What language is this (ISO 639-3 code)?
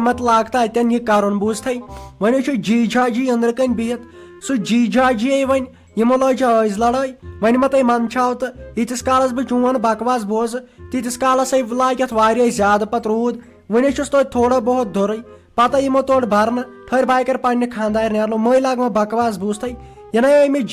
kas